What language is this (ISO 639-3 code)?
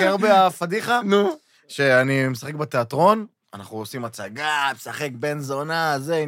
heb